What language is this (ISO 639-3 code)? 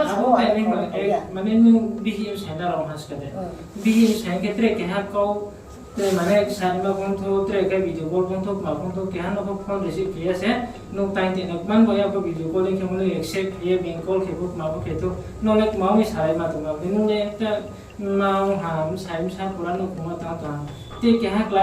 ria